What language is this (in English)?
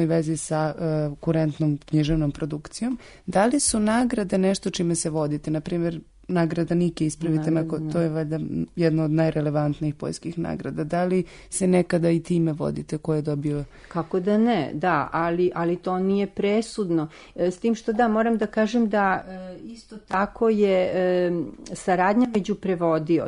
Serbian